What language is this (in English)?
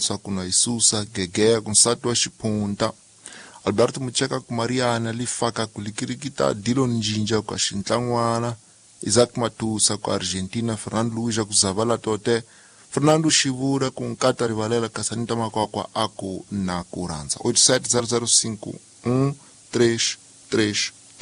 Tsonga